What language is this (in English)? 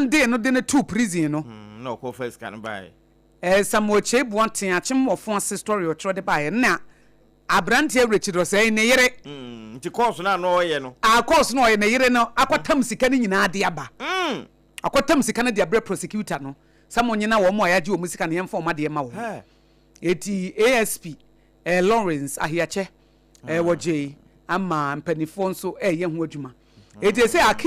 Akan